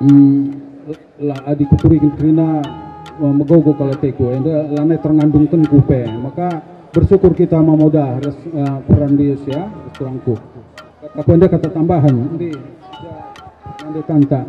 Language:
Batak Karo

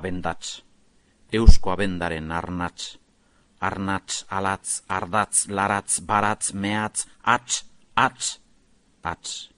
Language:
Basque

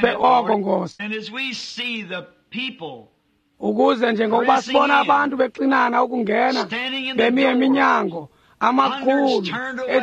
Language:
Xhosa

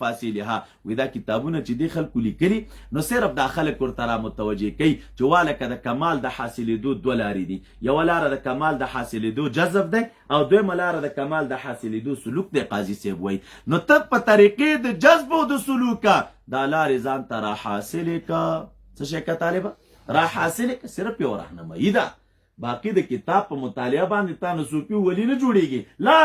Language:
Pashto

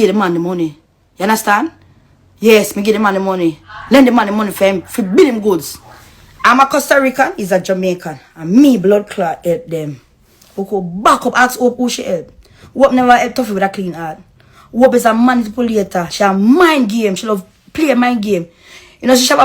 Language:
Jamaican Creole English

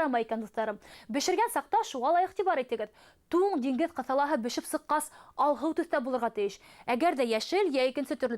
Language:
Bashkir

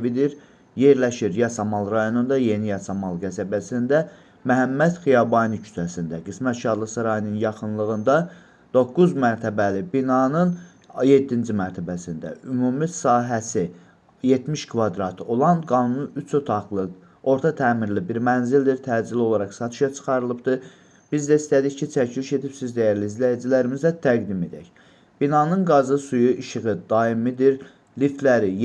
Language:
Azerbaijani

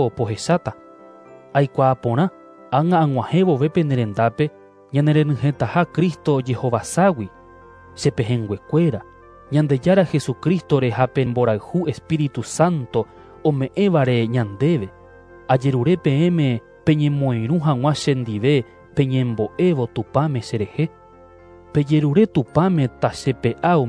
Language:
Guarani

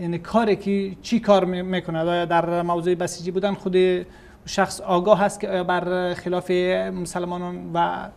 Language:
Persian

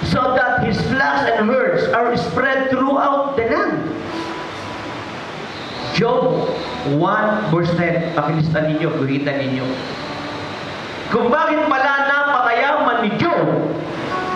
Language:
Filipino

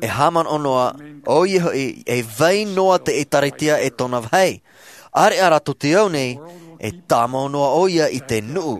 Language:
Tahitian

